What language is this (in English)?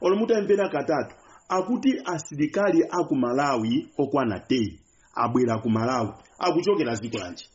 Nyanja